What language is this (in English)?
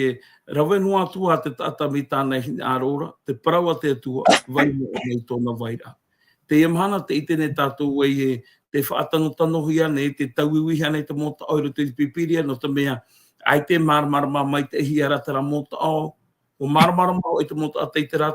Tahitian